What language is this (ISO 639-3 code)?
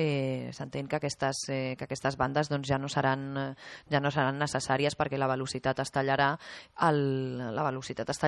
cat